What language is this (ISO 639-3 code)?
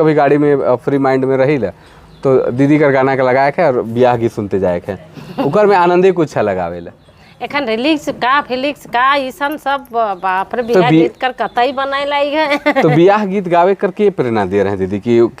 sck